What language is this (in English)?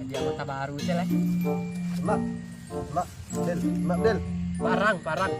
Minangkabau